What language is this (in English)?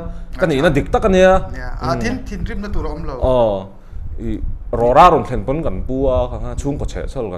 Mizo